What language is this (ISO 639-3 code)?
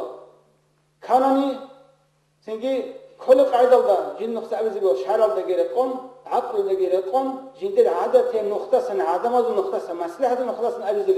ava